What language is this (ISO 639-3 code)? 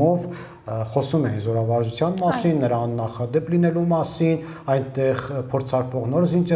hye